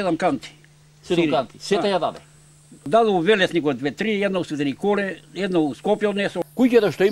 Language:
Macedonian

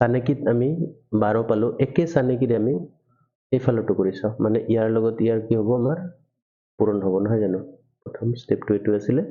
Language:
Assamese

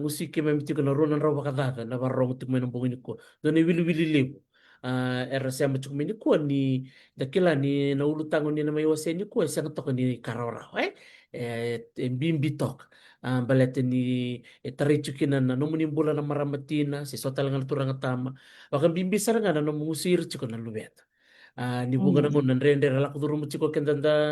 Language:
Fijian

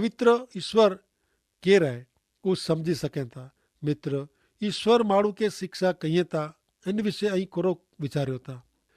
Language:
Kachhi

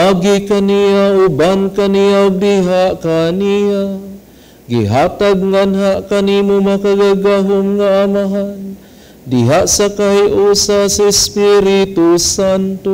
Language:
Cebuano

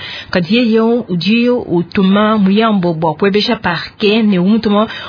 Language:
Luba-Lulua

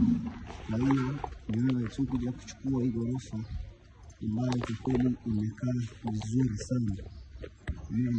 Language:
Swahili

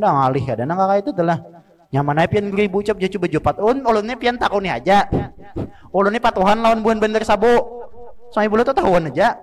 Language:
Banjar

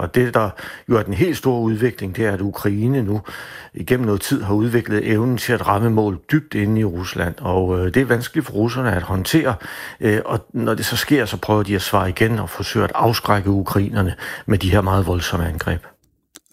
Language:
Danish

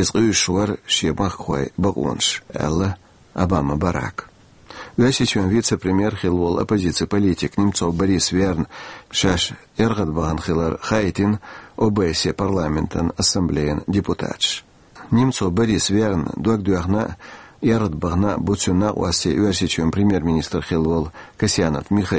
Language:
Chechen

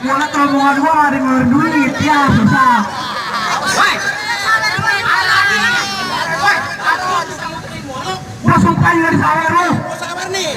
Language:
Betawi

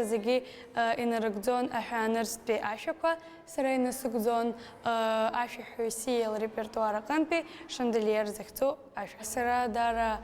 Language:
Abkhazian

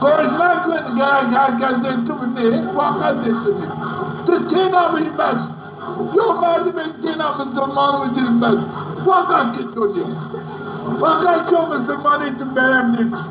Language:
Zaza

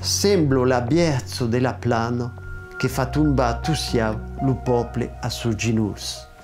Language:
Occitan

